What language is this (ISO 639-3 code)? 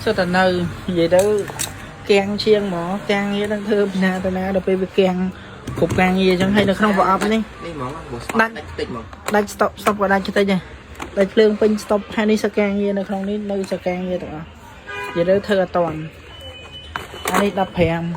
khm